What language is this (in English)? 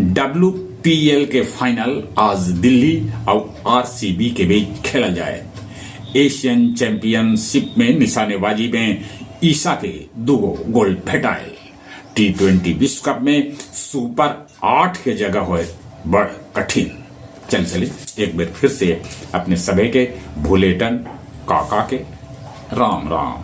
Magahi